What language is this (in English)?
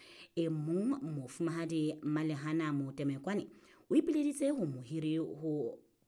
Southern Sotho